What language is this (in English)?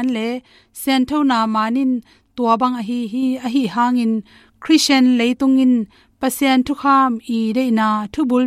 Tedim Chin